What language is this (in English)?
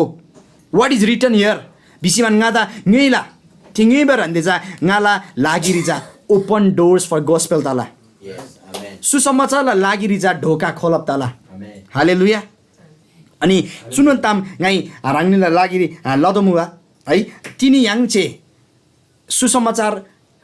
Eastern Tamang